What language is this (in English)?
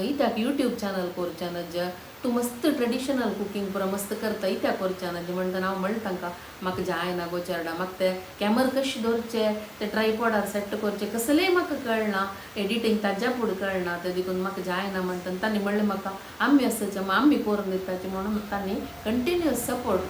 Konkani